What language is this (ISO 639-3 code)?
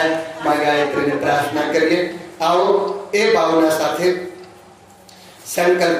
guj